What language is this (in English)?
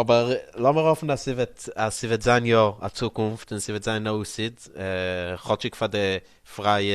Yiddish